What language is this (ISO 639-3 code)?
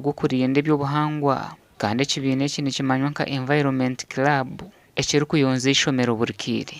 nyn